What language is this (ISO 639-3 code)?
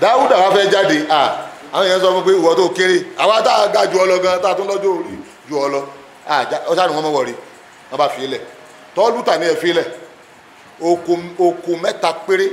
yor